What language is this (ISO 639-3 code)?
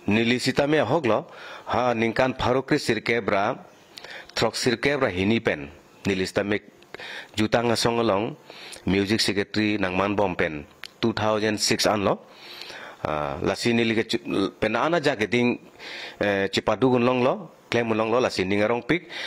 mjw